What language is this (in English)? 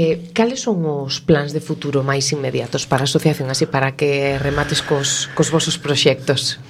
Galician